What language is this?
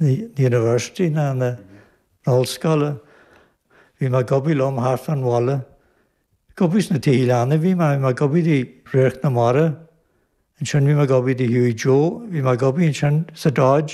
Irish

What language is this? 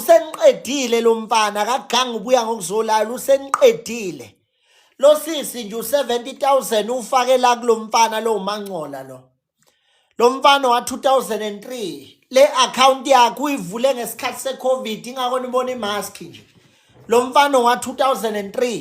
Zulu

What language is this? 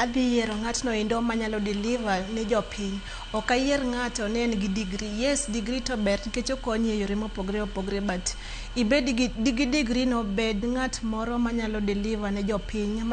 Luo (Kenya and Tanzania)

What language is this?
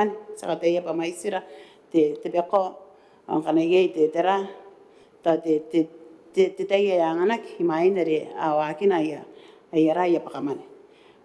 Gilbertese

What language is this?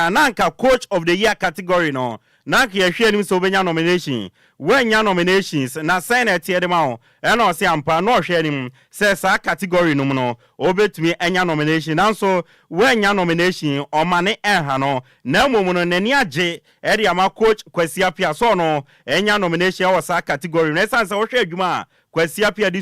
Akan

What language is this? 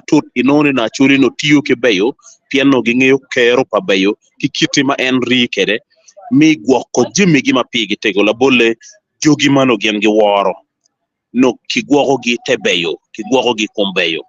Acoli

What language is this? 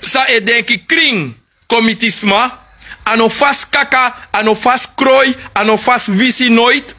Sranan Tongo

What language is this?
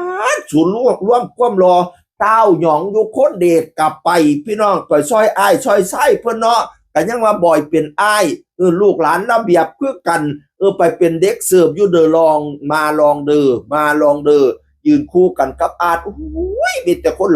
Northeastern Thai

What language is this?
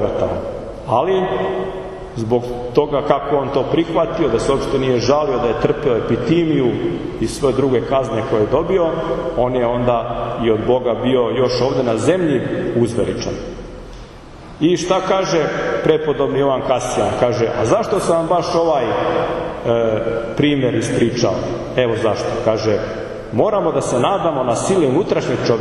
Serbian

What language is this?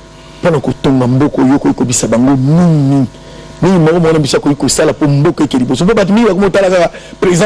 Lingala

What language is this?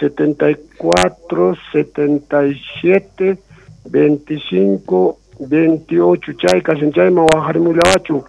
South Bolivian Quechua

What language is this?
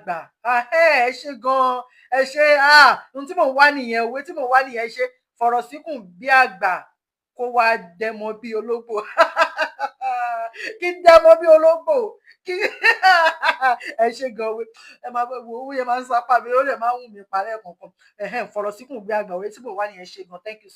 Yoruba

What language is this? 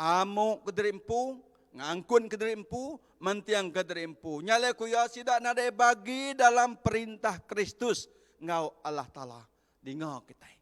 Iban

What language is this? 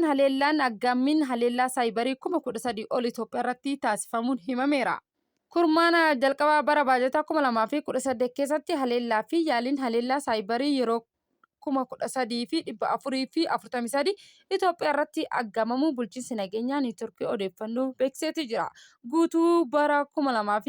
Oromo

